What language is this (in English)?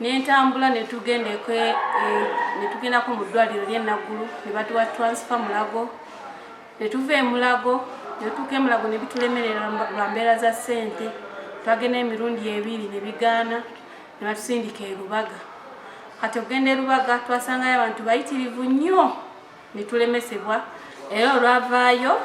Ganda